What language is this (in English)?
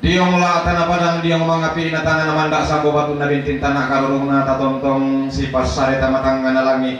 Toraja-Sa'dan